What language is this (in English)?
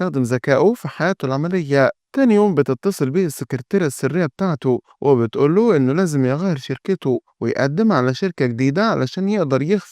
Egyptian Arabic